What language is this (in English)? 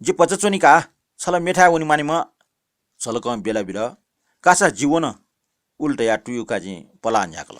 Newari